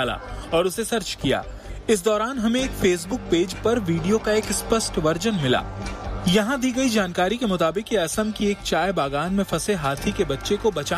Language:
Hindi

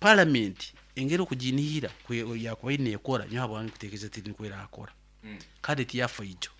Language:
Nyoro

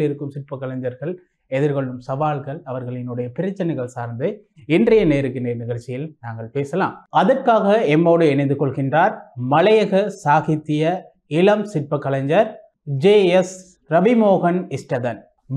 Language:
Tamil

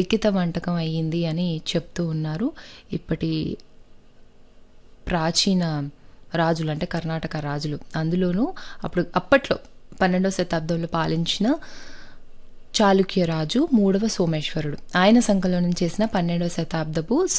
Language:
Telugu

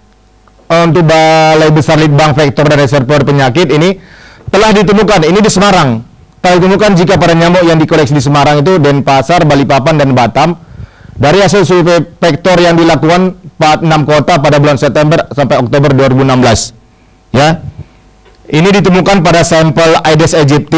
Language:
Indonesian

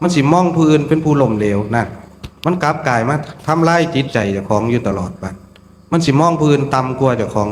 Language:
Northeastern Thai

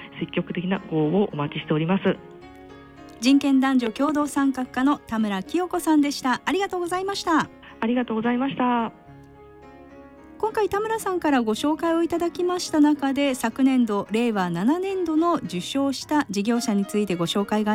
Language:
Japanese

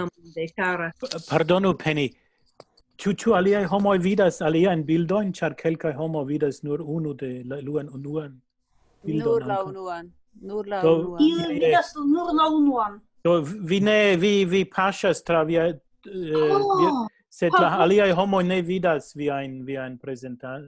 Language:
Esperanto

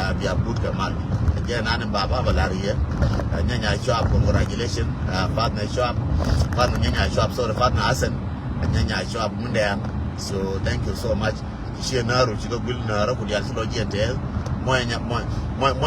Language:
Nuer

